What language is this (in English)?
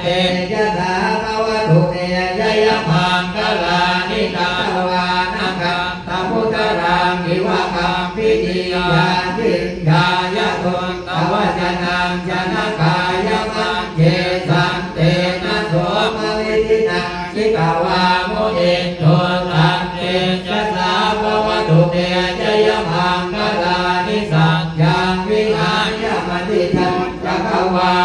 Pali